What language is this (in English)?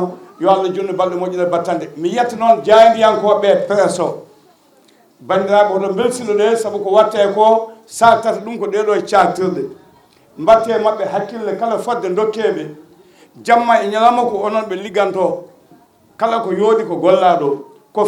Fula